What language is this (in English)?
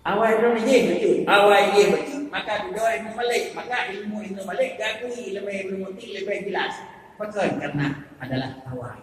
Achinese